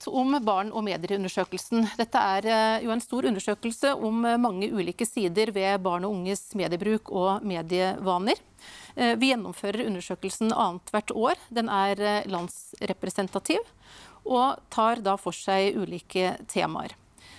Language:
Norwegian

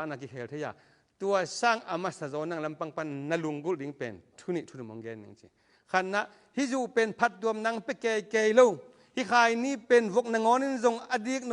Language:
Tedim Chin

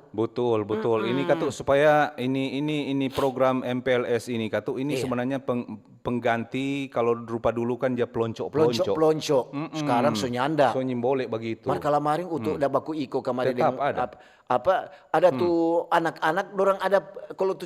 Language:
Manado Malay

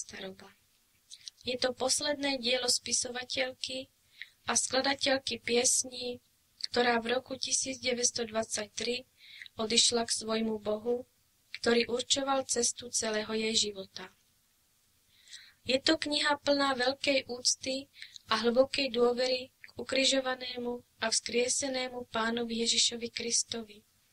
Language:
Slovak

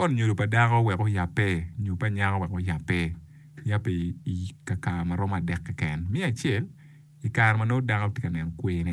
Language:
Acoli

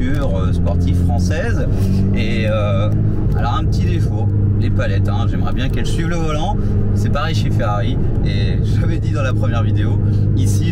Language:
French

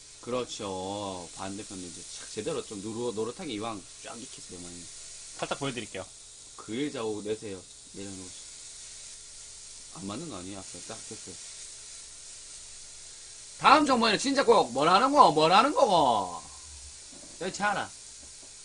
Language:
Korean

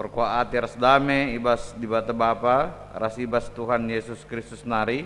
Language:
Batak Karo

